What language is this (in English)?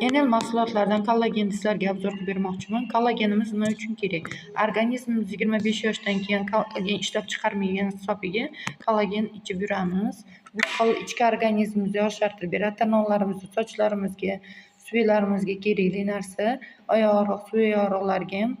Uzbek